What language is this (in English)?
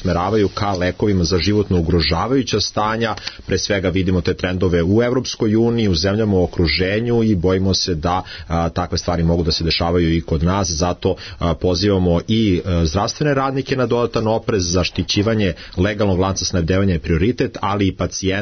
Serbian